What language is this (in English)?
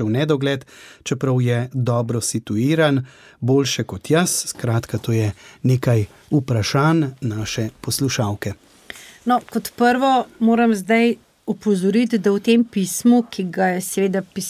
Slovenian